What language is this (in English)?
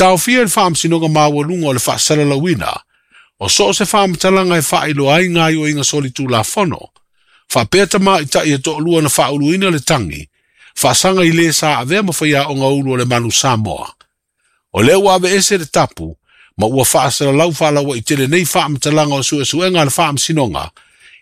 Samoan